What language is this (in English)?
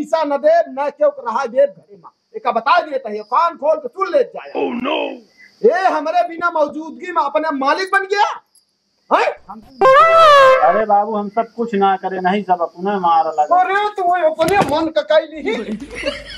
Awadhi